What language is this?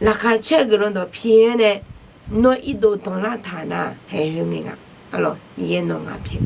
Akha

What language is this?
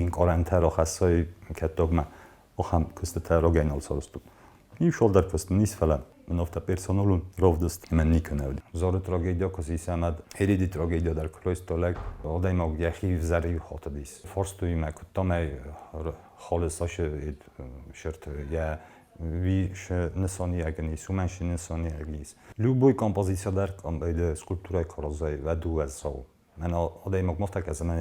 Ossetic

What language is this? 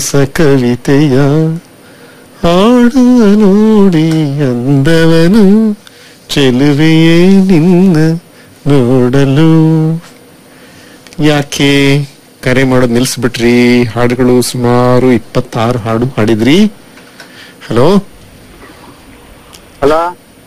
Kannada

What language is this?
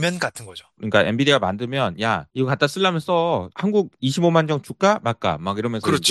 Korean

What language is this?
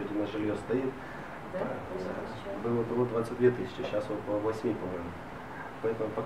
Russian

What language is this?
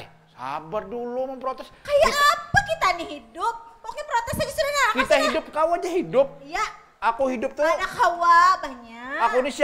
Banjar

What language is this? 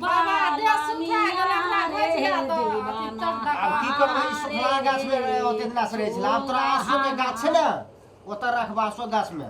Maithili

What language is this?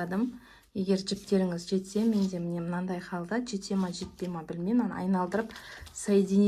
Kazakh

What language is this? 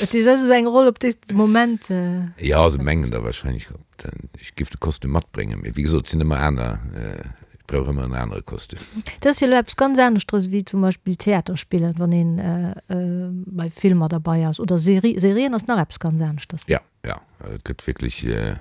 Luxembourgish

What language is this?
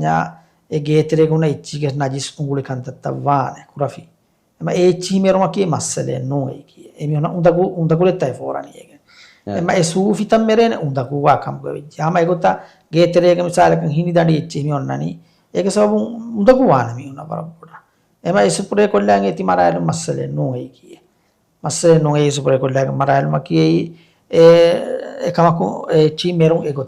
Divehi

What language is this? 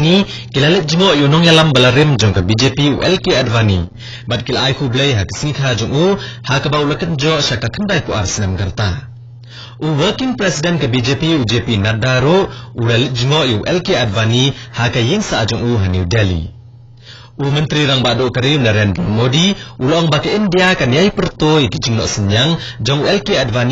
Khasi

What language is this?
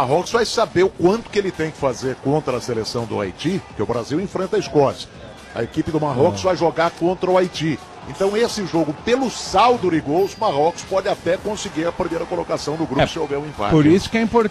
Portuguese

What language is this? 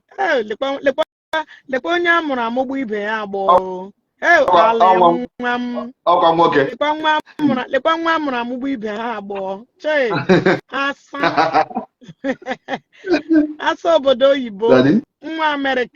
Igbo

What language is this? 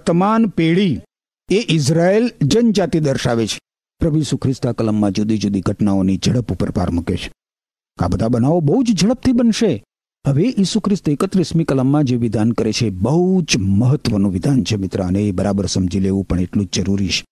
Gujarati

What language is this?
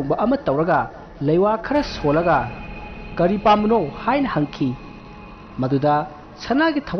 Manipuri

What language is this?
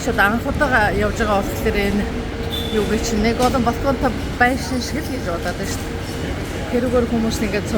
Mongolian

